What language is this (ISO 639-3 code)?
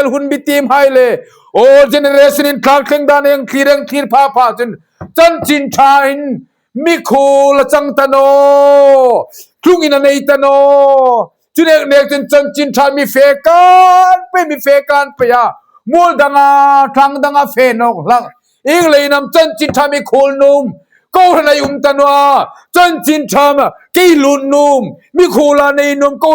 hmr